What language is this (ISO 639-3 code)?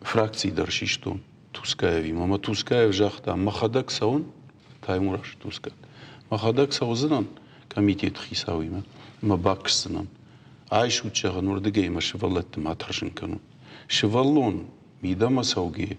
oss